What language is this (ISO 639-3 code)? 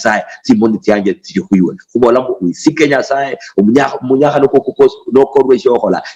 luy